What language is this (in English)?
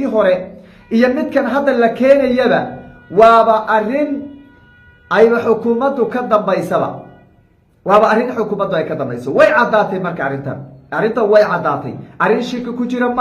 Somali